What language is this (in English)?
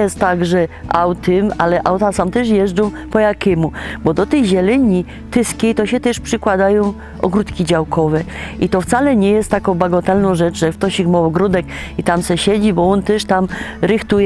Silesian